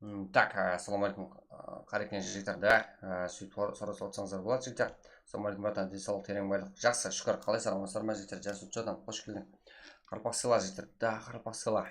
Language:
Kara-Kalpak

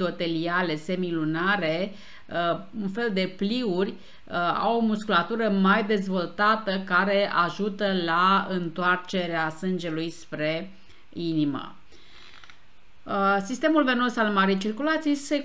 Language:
Romanian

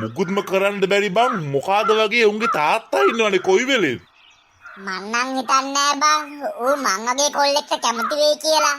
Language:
Sinhala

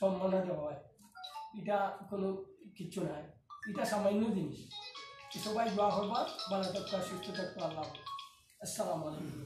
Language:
Sylheti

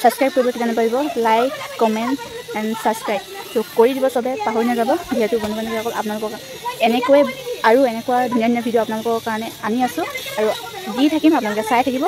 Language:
Assamese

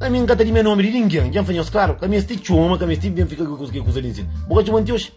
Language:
Kabuverdianu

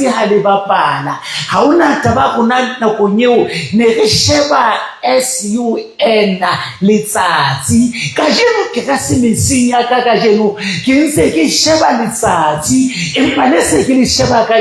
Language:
Southern Sotho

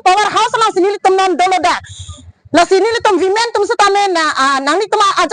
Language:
Karbi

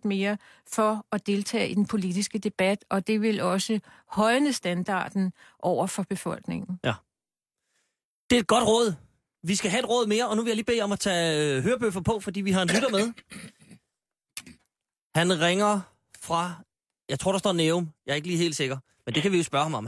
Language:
Danish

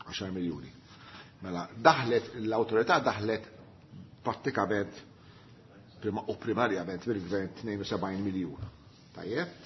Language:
Maltese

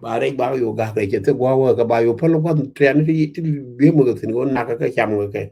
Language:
Nuer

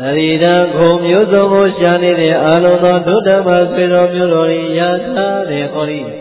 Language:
Burmese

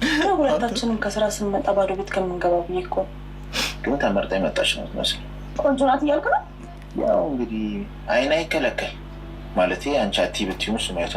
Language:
Amharic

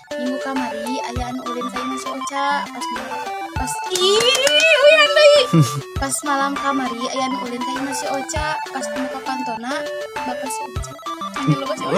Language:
Sundanese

